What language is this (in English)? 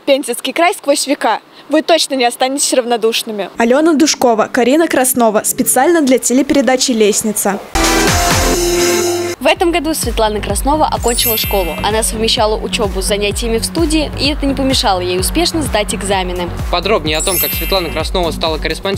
Russian